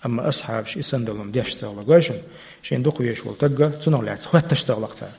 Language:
Chechen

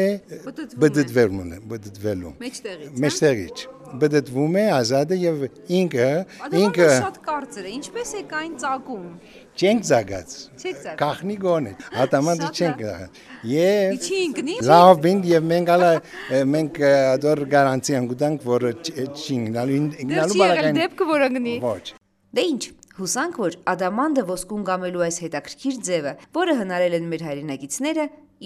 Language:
Armenian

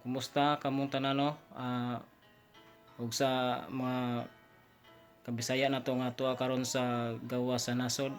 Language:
Cebuano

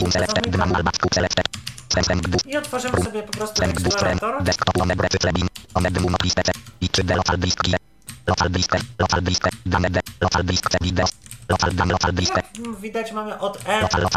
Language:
Polish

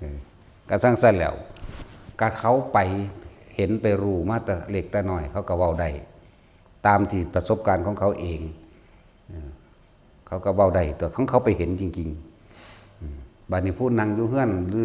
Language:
Northeastern Thai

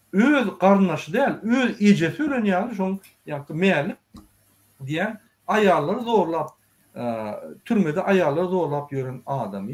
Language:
Turkmen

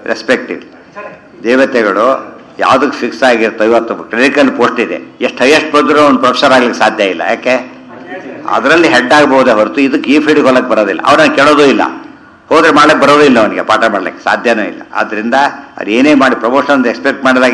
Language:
Kannada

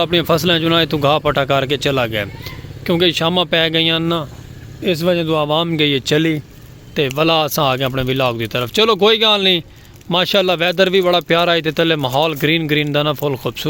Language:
Saraiki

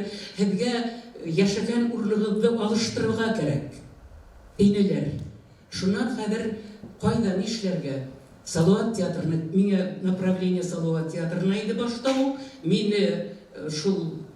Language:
Bashkir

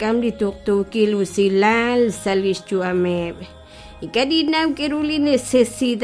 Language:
Kekchí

